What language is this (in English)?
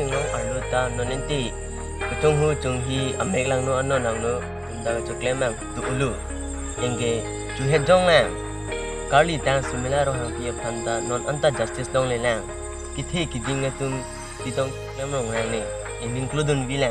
Karbi